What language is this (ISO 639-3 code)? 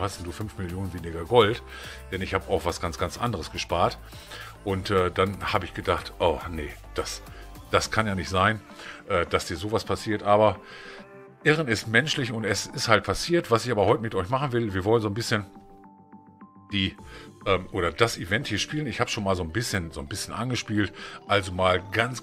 deu